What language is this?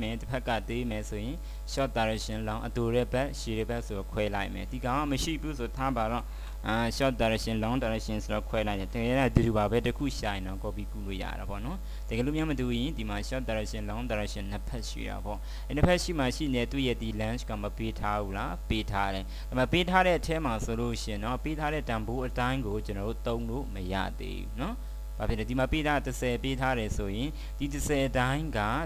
Burmese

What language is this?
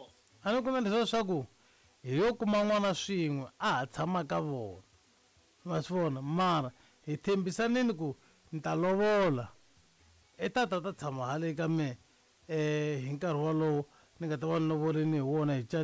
Tsonga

